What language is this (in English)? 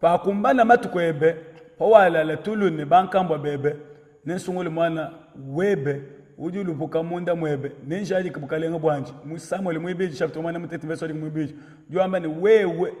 Luba-Lulua